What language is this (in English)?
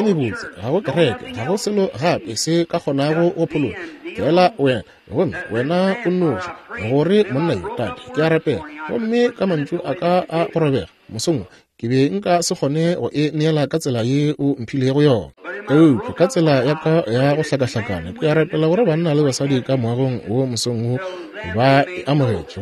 Northern Sotho